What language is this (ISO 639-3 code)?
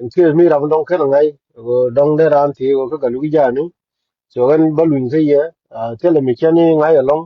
nus